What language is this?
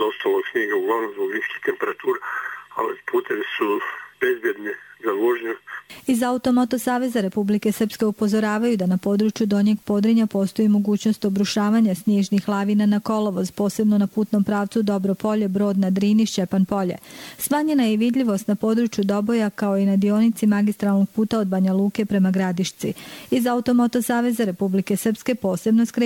Bosnian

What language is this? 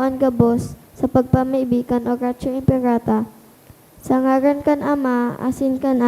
Bikol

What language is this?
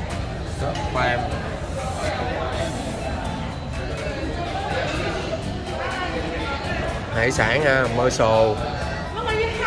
Vietnamese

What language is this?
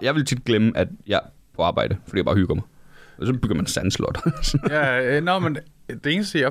Danish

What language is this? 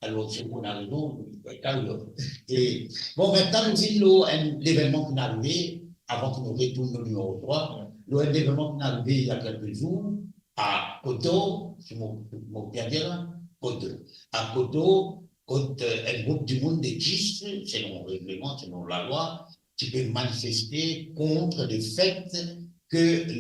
Morisyen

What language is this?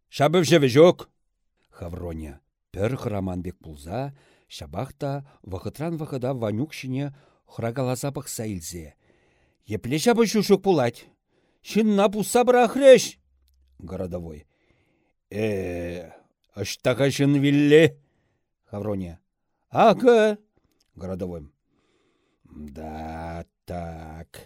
Chuvash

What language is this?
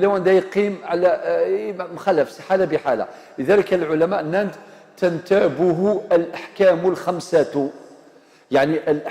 Algerian Arabic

